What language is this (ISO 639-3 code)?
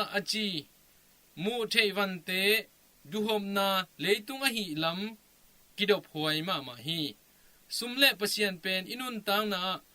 ctd